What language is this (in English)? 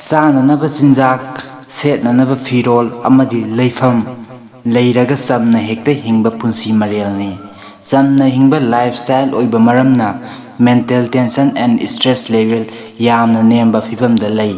Manipuri